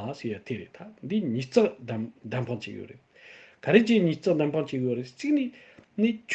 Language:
Tibetan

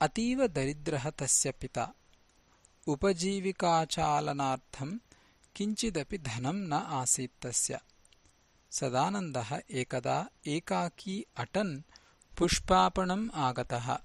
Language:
Sanskrit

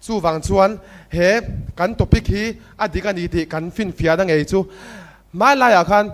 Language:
Mizo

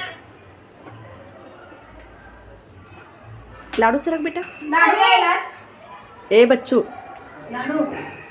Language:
Marathi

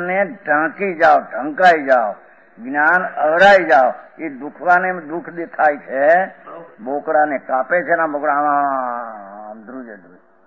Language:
Gujarati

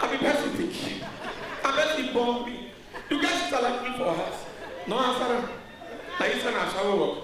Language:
Nigerian Pidgin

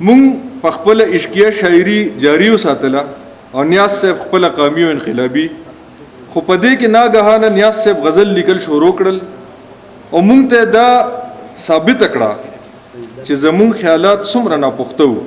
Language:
Pashto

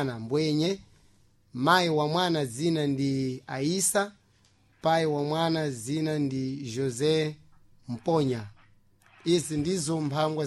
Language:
Sena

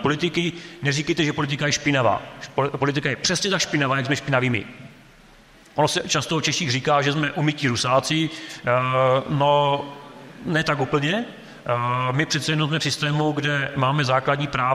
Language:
Czech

